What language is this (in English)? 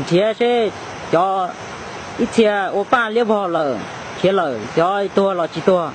Hmong